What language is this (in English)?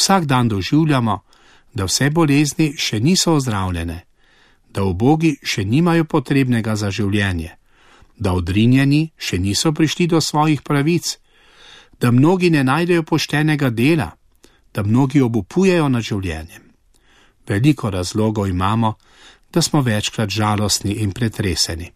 Slovenian